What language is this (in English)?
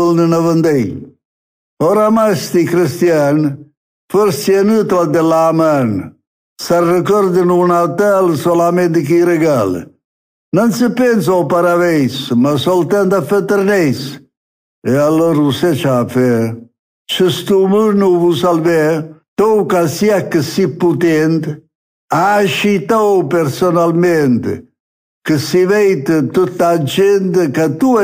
Neapolitan